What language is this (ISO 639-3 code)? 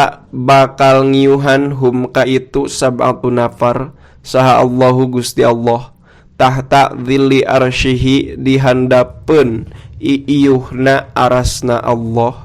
sun